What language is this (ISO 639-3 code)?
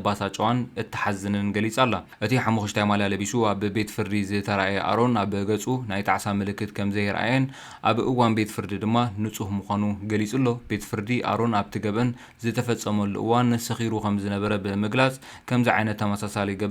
tir